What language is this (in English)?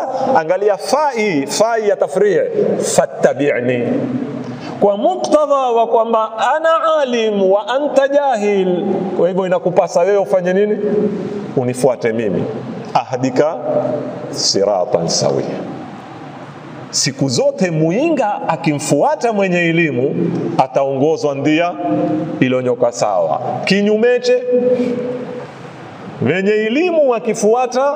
Swahili